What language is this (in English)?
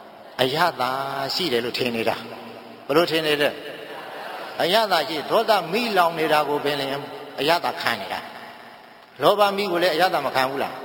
Burmese